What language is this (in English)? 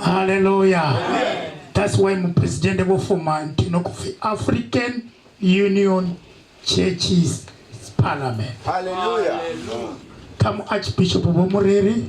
Venda